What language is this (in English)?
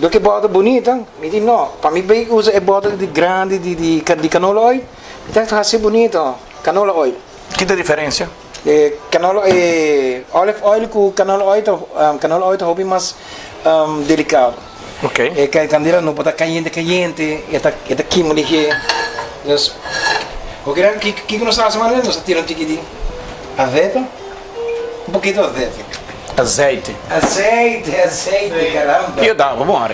Papiamento